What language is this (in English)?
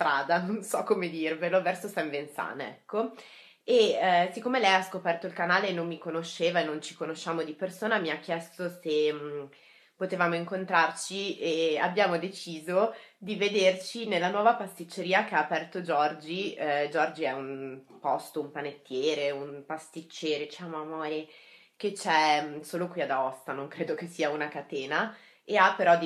Italian